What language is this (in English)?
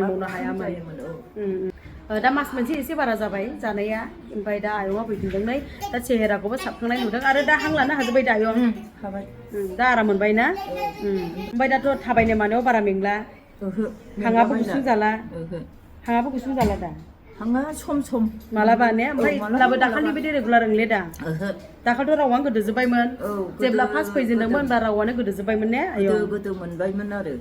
Bodo